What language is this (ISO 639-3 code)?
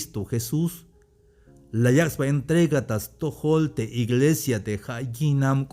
tzh